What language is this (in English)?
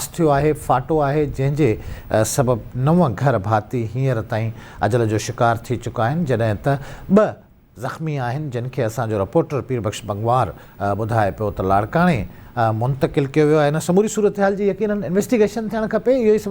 Sindhi